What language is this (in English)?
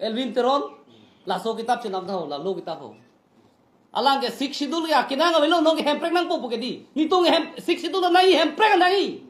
Karbi